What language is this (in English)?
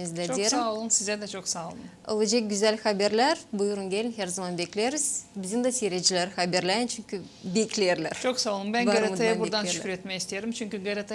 Gagauz